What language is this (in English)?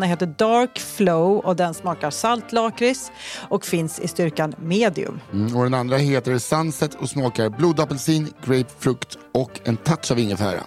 Swedish